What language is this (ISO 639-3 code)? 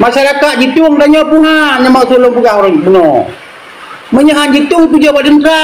ace